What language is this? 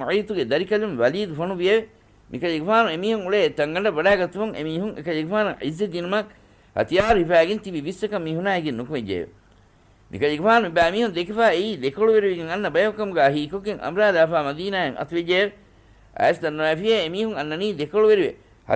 Divehi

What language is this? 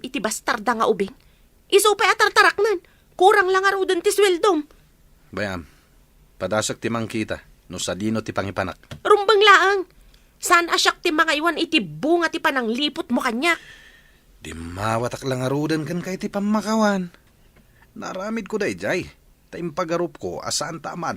Iloko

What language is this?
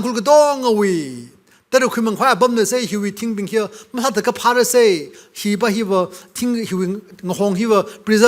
Tangkhul Naga (India)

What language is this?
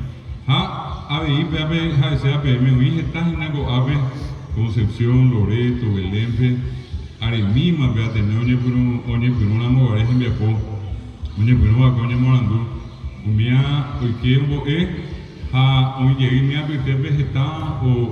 Guarani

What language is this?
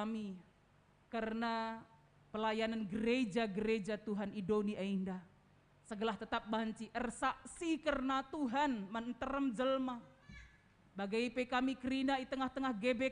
Batak Karo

